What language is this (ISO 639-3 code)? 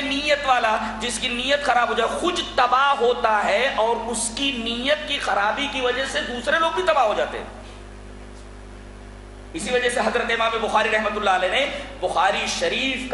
urd